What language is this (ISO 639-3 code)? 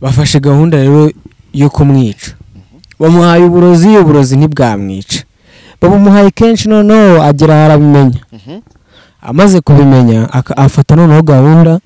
kin